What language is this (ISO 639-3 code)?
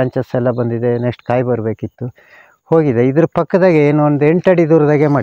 kan